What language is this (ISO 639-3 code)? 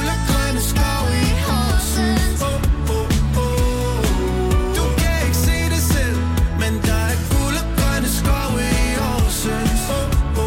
dan